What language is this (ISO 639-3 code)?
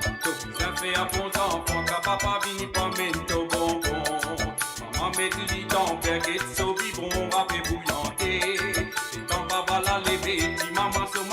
mfe